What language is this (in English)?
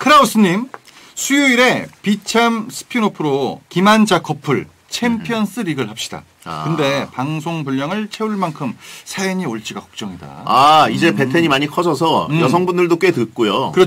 Korean